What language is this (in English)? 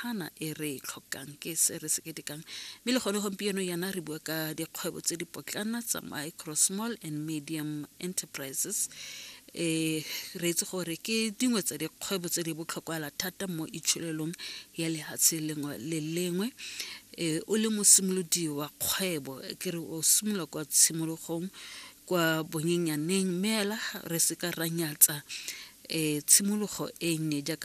Tswana